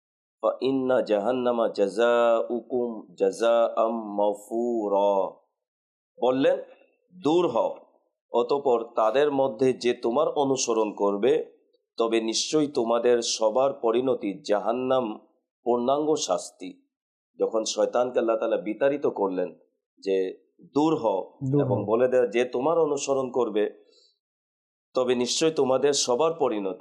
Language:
Bangla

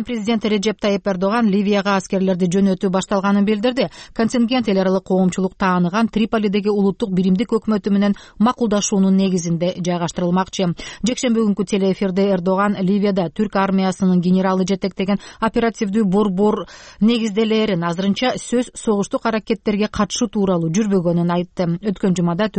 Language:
Kyrgyz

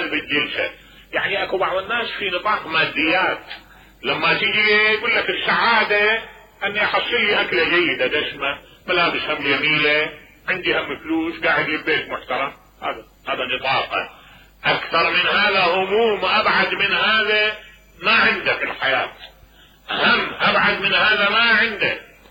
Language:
Mesopotamian Arabic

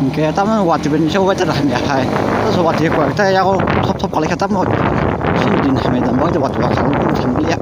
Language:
Kok Borok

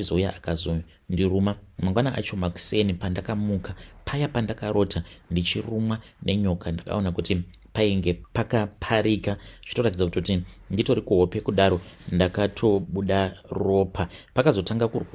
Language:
Shona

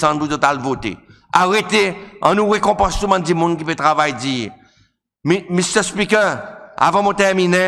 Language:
Seselwa Creole French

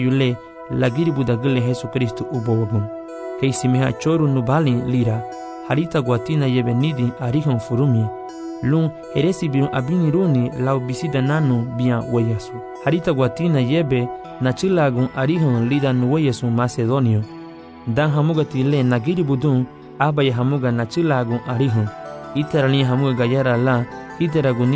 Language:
Garifuna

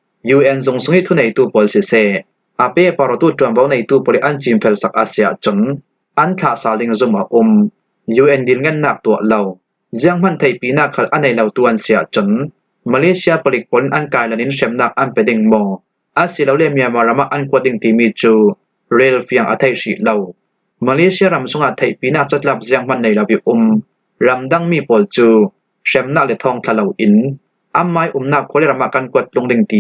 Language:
Falam Chin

